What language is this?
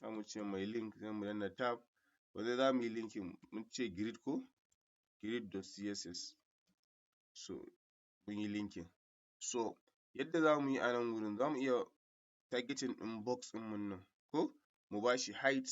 Hausa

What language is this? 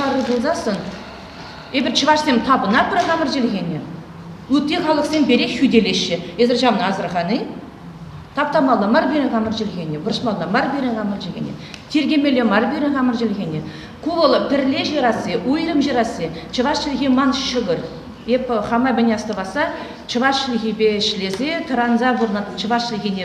Chuvash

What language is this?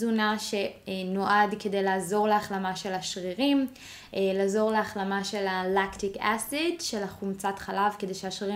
Hebrew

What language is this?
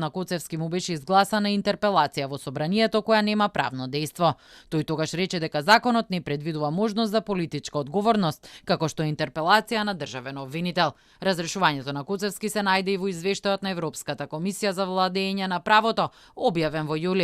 Macedonian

